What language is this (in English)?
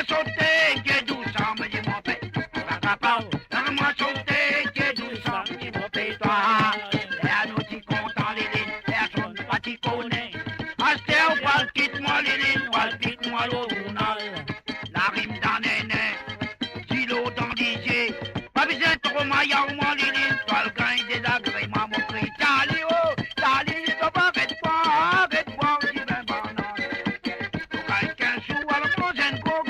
Morisyen